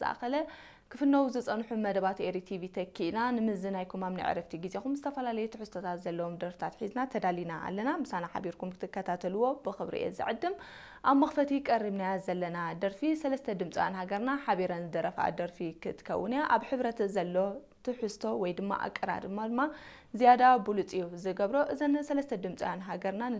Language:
Tigrinya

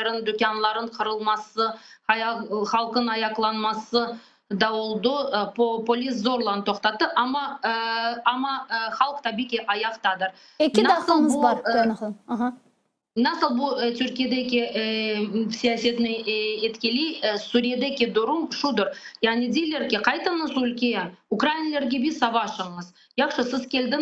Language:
Crimean Tatar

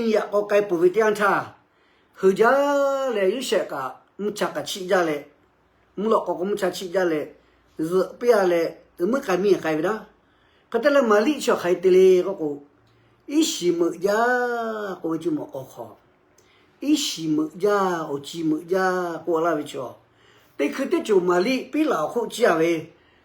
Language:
Lahu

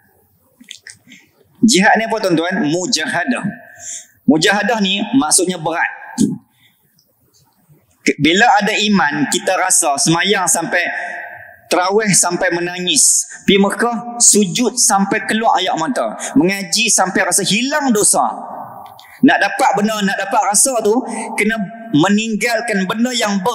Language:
Malay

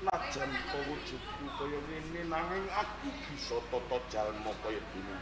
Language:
Javanese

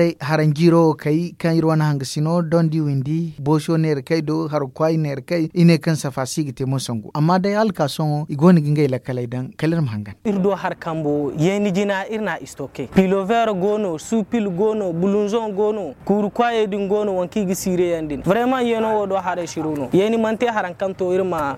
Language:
Zarma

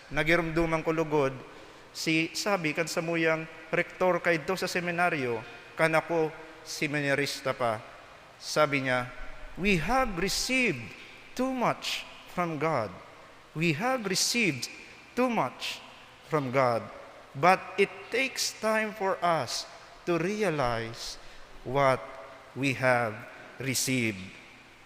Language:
Bikol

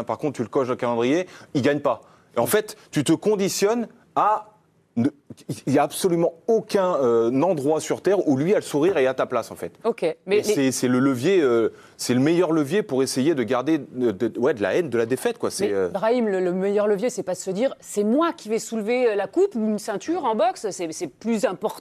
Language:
French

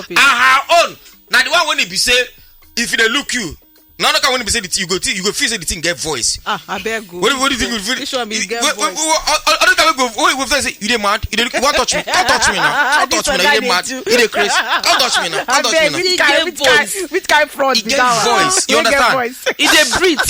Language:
Nigerian Pidgin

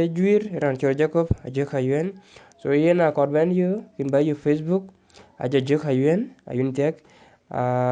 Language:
Dinka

